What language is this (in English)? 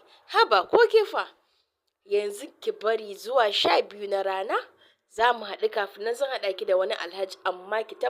Hausa